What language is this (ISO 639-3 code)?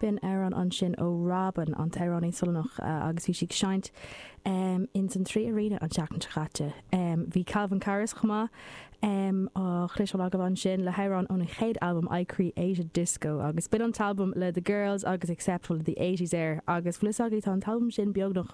gle